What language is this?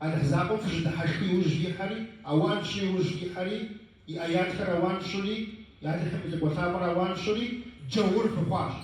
Kabardian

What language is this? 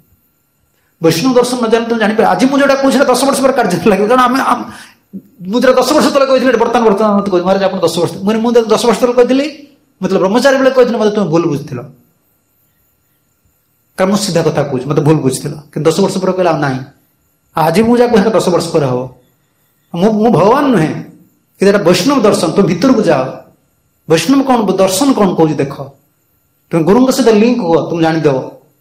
Odia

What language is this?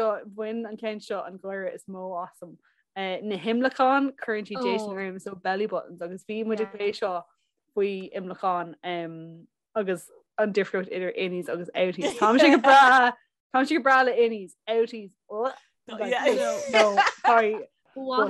Irish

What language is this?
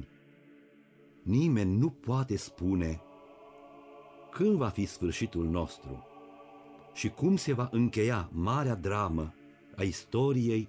Romanian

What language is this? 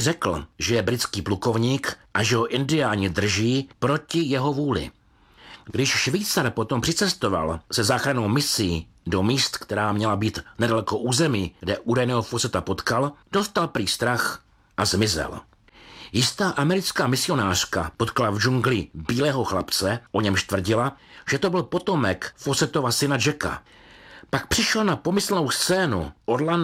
Czech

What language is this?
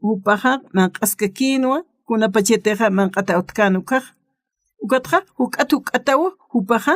Aymara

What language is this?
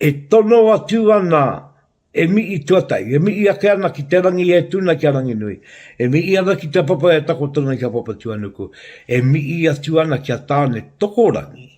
Māori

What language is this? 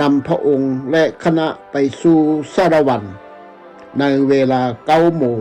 Lao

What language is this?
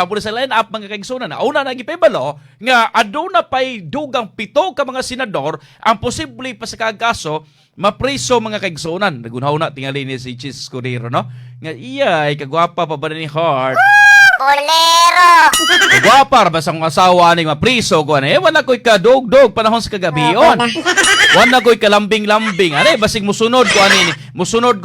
Cebuano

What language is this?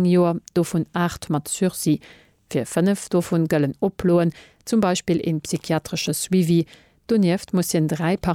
Luxembourgish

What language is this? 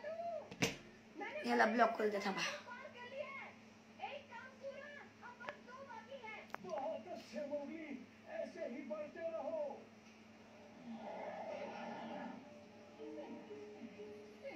Marathi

